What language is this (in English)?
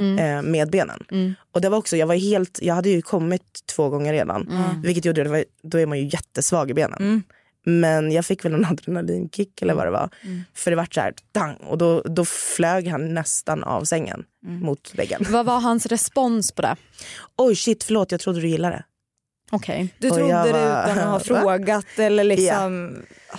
Swedish